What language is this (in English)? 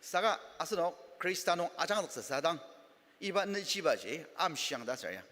Ao Naga